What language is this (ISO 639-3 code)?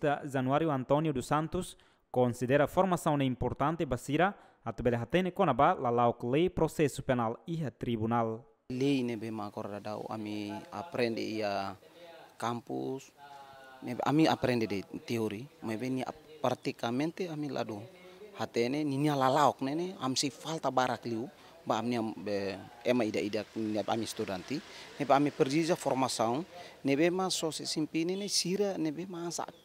tet